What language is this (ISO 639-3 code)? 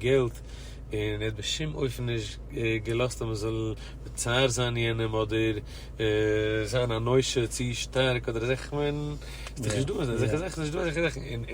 yid